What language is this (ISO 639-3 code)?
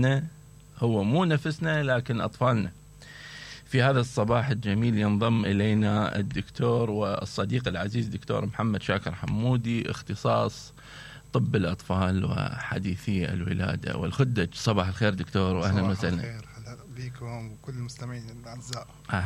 acm